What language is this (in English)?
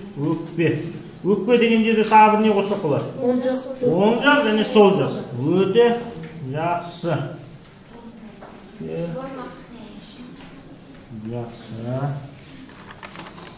Kazakh